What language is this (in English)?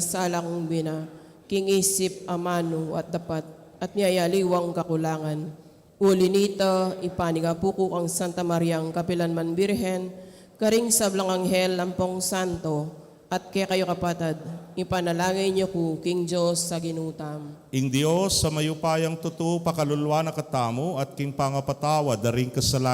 Pampanga